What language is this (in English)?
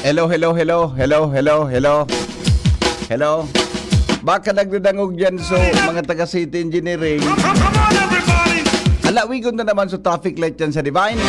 Bikol